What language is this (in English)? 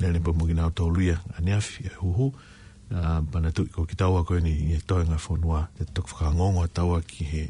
Tongan